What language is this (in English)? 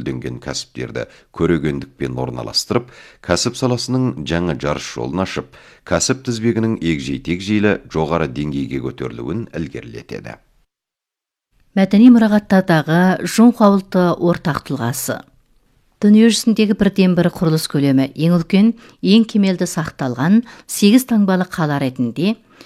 Kazakh